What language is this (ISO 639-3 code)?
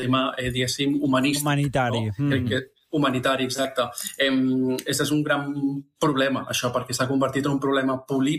cat